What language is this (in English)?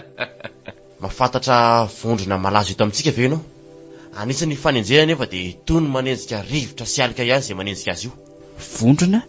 Malagasy